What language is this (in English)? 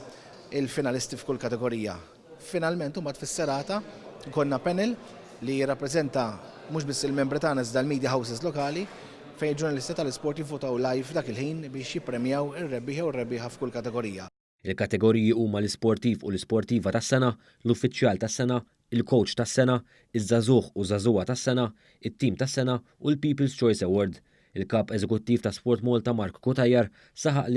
Maltese